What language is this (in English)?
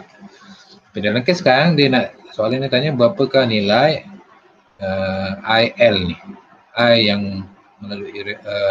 Malay